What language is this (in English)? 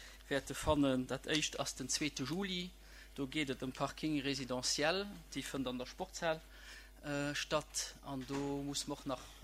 Luxembourgish